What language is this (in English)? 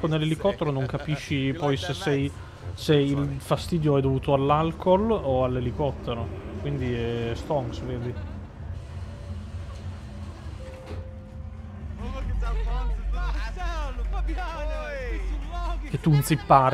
Italian